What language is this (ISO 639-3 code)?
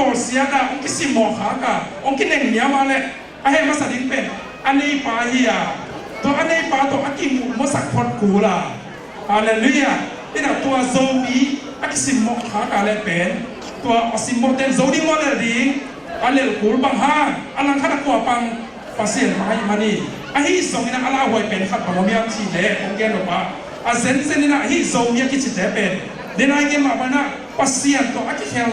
ctd